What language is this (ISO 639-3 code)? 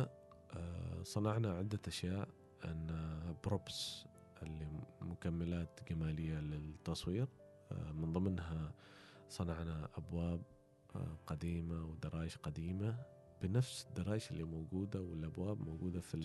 afb